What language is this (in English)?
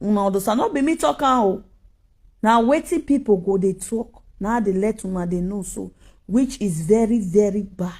Nigerian Pidgin